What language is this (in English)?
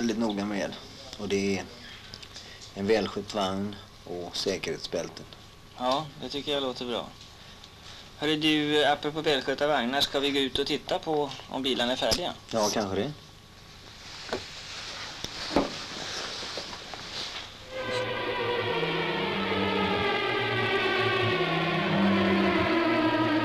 Swedish